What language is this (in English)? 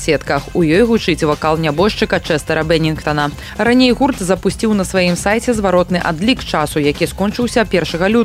Belarusian